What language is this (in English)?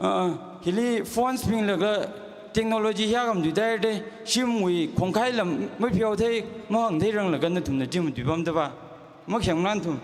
Tangkhul Naga (India)